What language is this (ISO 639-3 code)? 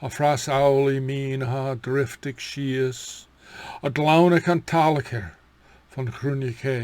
gla